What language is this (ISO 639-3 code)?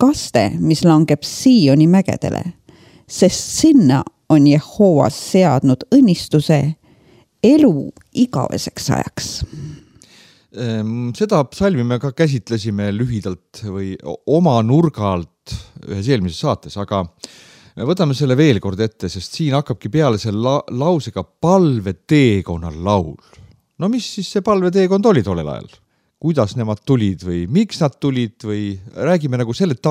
est